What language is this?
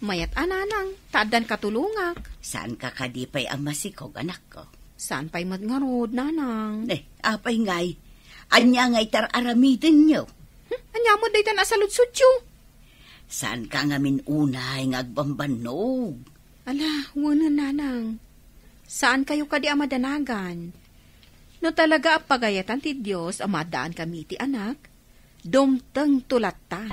Iloko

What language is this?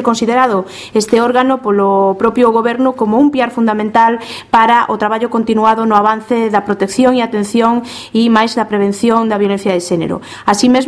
Galician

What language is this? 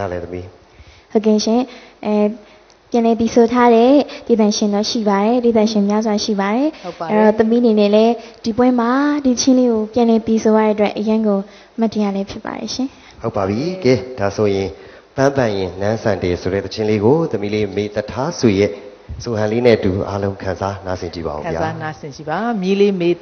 Burmese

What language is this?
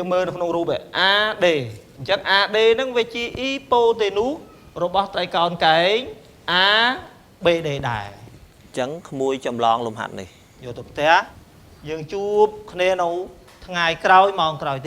Khmer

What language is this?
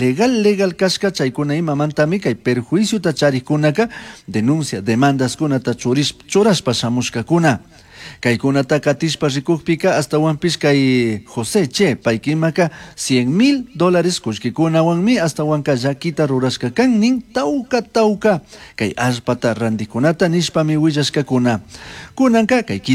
Chimborazo Highland Quichua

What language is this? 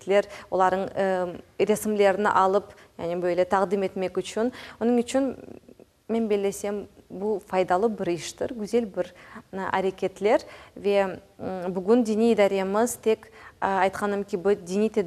Crimean Tatar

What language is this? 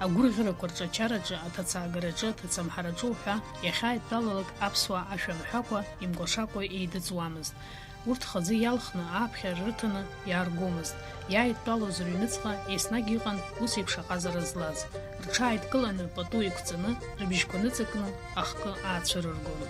Abkhazian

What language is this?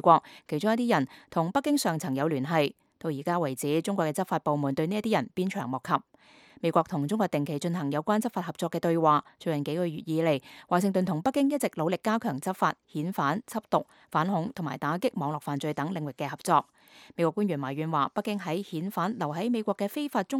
Cantonese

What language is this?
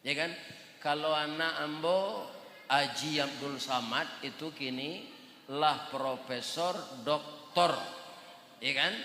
Minangkabau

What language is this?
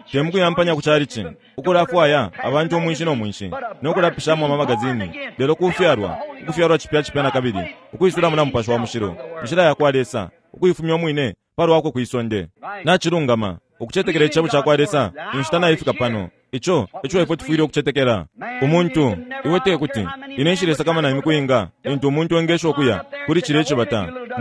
Bemba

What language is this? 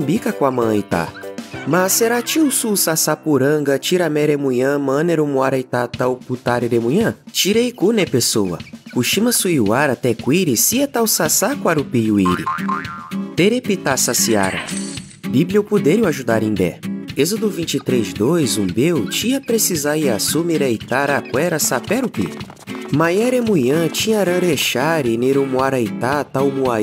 Nheengatu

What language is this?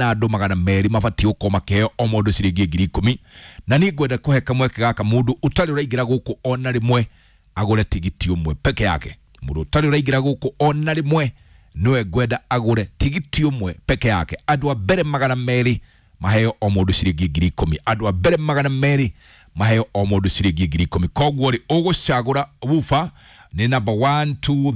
Kikuyu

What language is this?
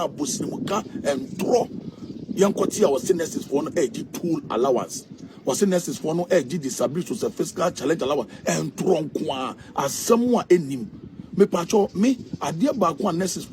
Akan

